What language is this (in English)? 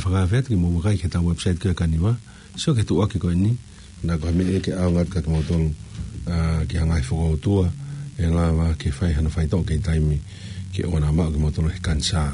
Tongan